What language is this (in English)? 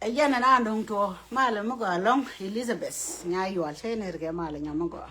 Nuer